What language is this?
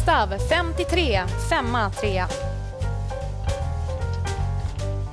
Swedish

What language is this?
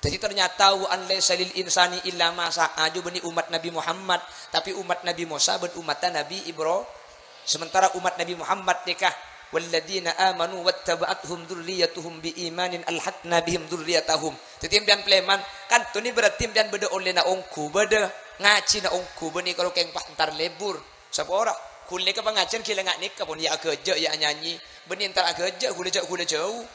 Madurese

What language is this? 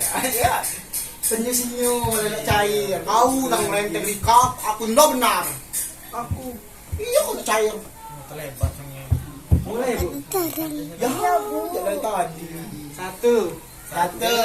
Musi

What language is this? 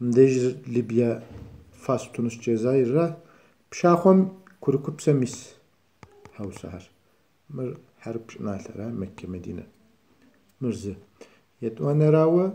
Kabardian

